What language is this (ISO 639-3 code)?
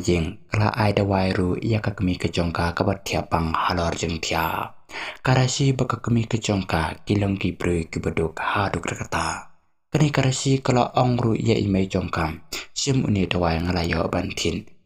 kha